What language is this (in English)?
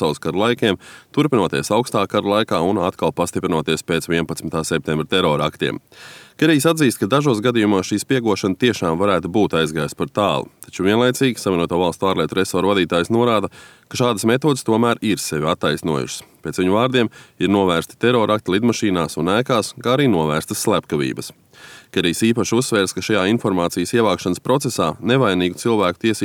Latvian